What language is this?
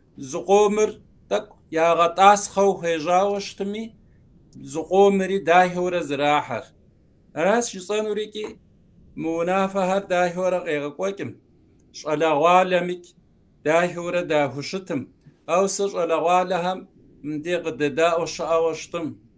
Kabardian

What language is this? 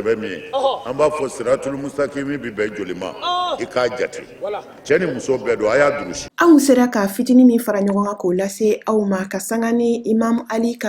Bambara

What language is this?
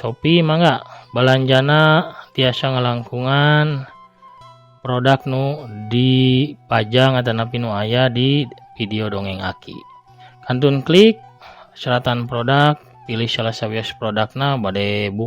Sundanese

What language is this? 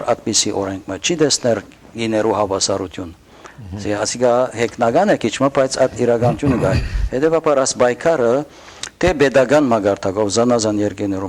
Western Armenian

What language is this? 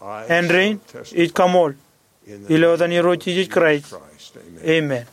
Marshallese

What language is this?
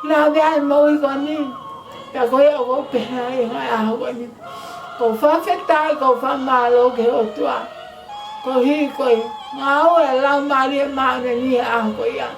Tongan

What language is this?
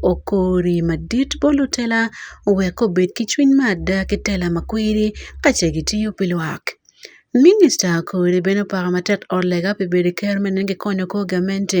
Acoli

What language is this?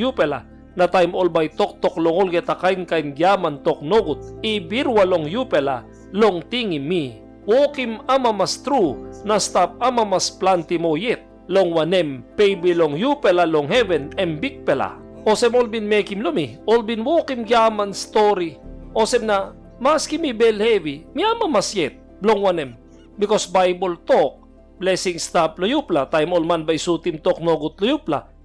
Tok Pisin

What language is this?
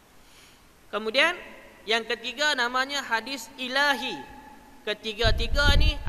Malay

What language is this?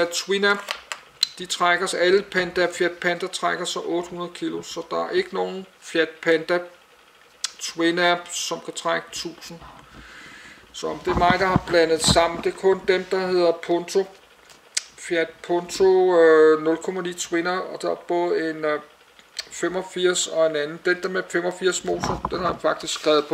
Danish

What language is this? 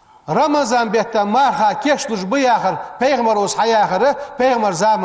Ingush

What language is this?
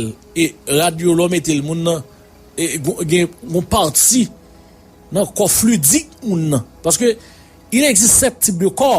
Haitian Creole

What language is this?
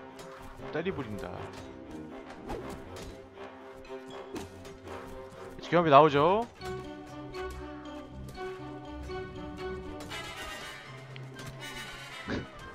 Korean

